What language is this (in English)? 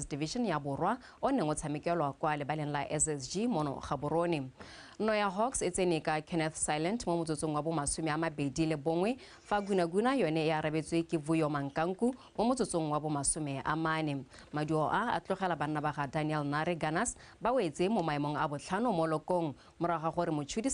Tswana